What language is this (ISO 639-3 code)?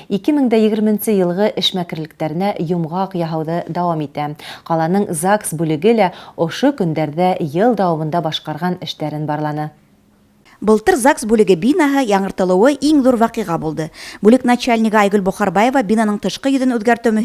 bak